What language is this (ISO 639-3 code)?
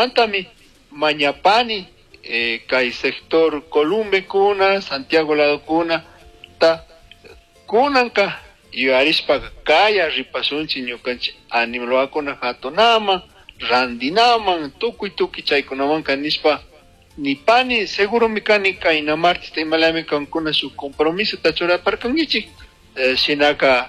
qug